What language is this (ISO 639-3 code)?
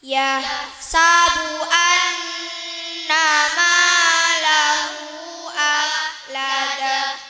mad